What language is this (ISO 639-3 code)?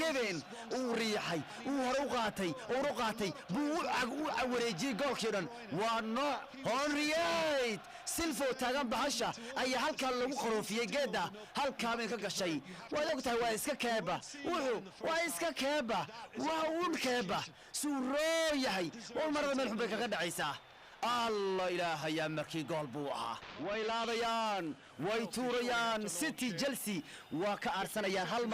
som